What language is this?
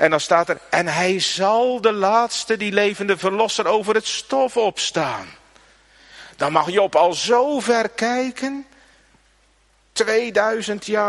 Dutch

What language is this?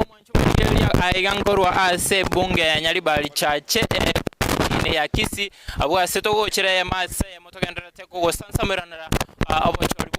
Gusii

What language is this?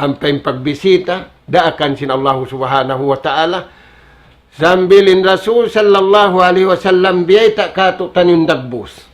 Tausug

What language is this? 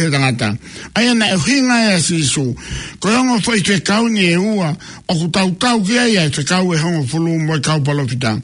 Tongan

